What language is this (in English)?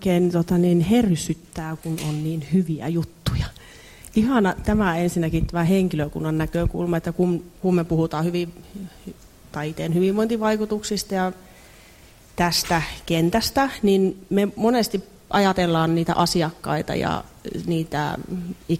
Finnish